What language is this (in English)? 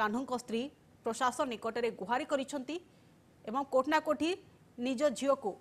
Odia